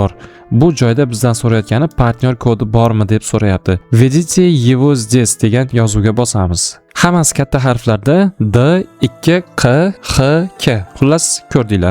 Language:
Uzbek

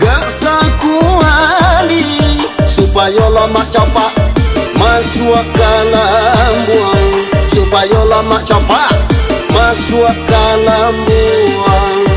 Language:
Minangkabau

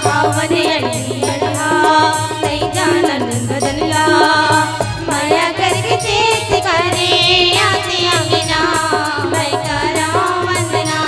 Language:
Chhattisgarhi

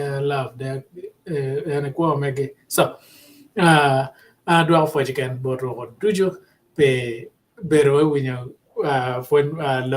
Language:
Acoli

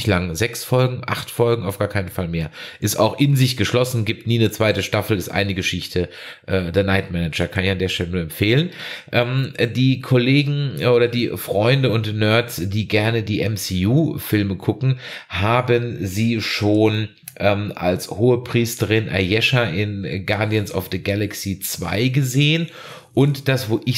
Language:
German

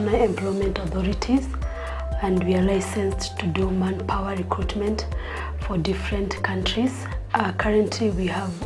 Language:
Gusii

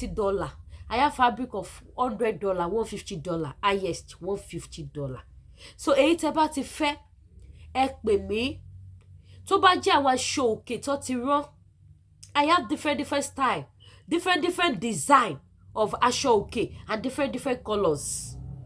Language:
Yoruba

